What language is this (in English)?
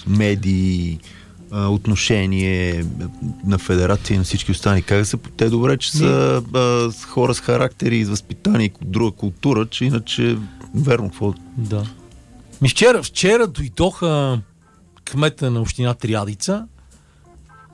Bulgarian